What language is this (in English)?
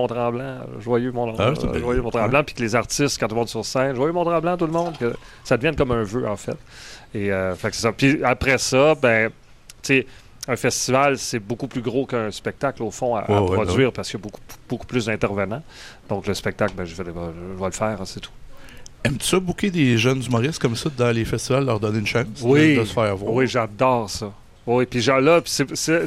French